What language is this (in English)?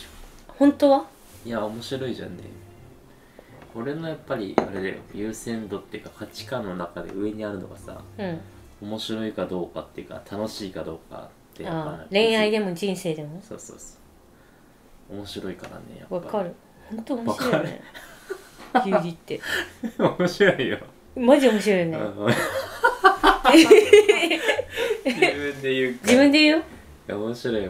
Japanese